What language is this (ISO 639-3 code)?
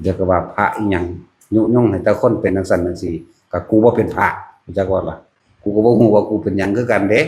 tts